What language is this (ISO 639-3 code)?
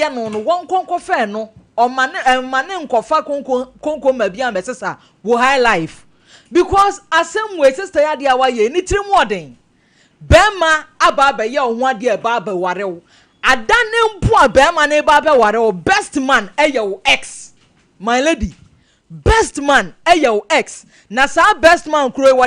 aka